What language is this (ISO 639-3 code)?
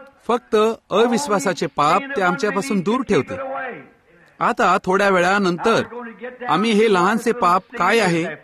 mar